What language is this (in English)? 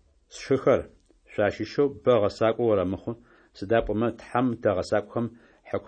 Adyghe